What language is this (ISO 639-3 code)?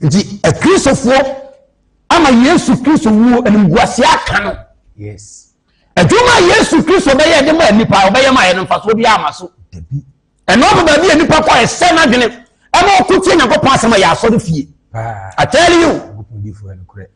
aka